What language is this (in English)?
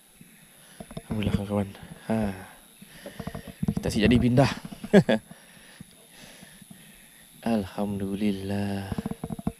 Malay